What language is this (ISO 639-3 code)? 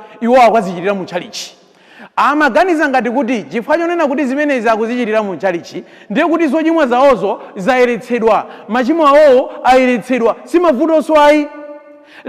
nya